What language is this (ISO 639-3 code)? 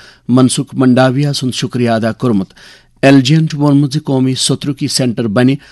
kas